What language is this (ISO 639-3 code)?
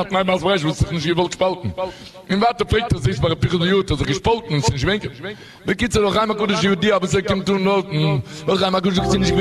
yid